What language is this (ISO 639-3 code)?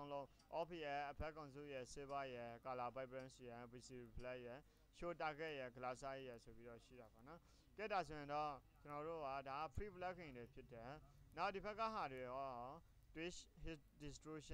mya